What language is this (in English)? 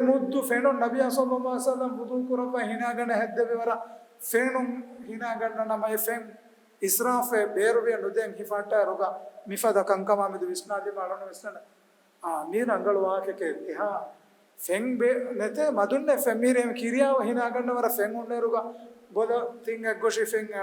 Divehi